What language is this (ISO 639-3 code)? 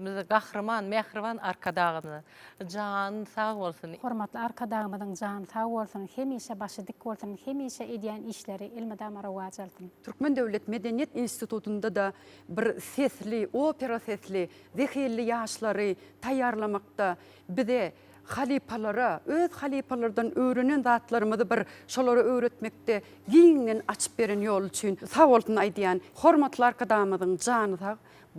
tuk